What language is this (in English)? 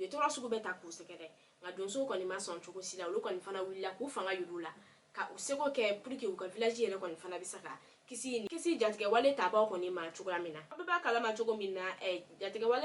Bambara